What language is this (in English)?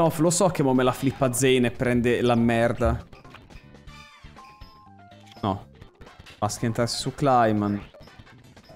Italian